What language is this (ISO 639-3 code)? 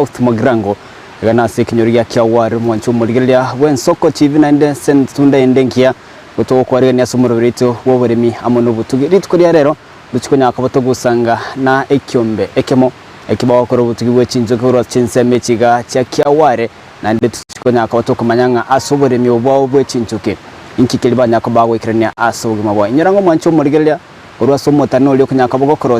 guz